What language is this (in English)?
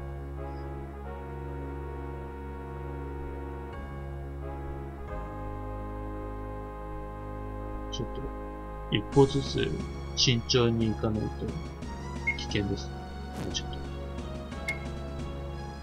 Japanese